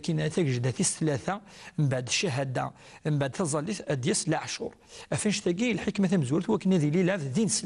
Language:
Kabyle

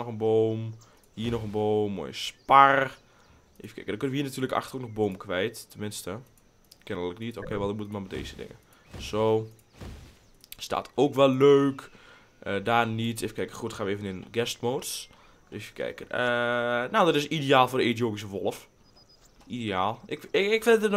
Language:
Dutch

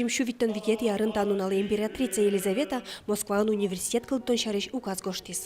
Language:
Udmurt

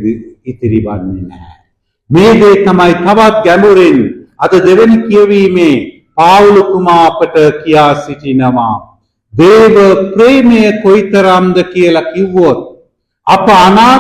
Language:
Sinhala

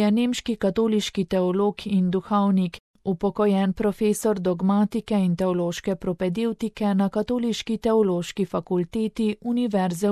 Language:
Slovenian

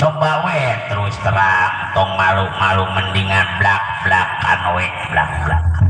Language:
Betawi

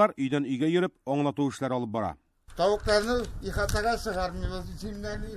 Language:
Tatar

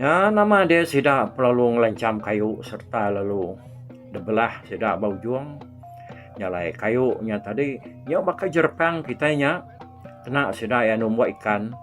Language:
Iban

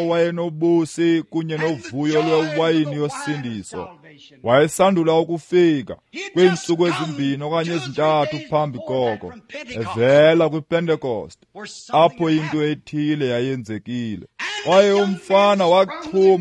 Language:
Xhosa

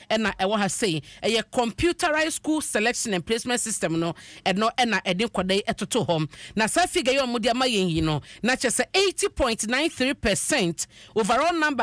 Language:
Akan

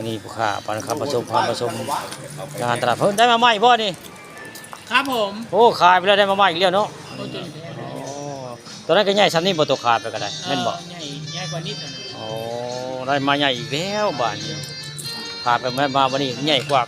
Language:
Northeastern Thai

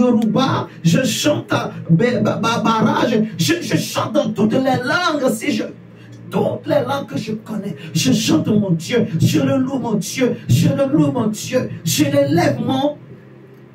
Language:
French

